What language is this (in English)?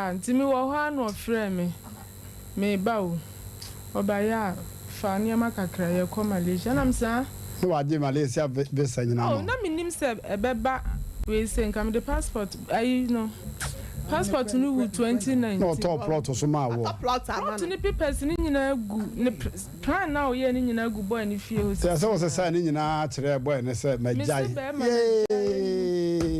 Akan